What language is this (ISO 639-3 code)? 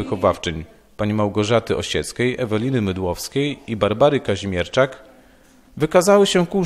pol